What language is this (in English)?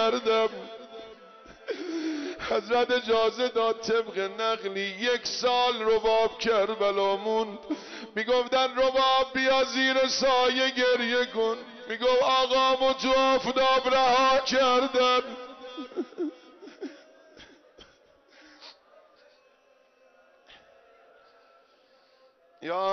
Persian